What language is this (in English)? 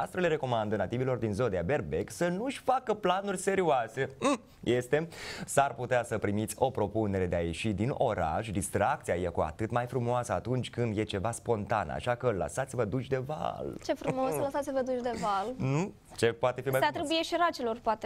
Romanian